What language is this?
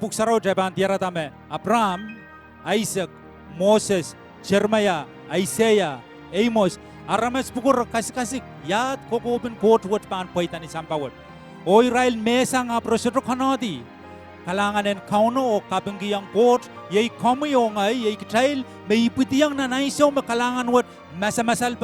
Pohnpeian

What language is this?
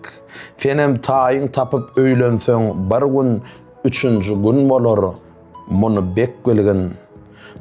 Turkmen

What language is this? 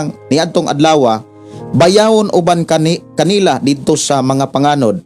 Cebuano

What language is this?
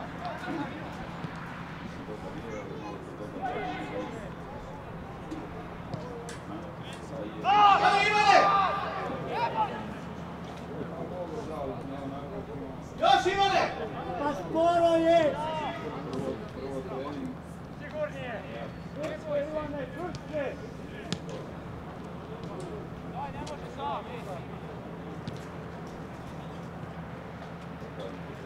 Croatian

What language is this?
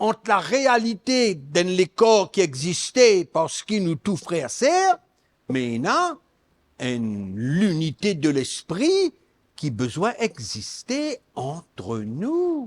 Morisyen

